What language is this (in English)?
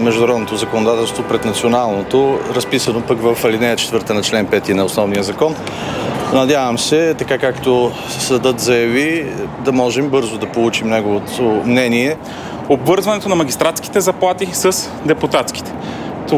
Bulgarian